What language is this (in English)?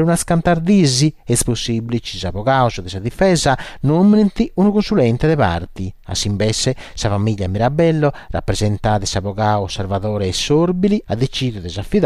Sardinian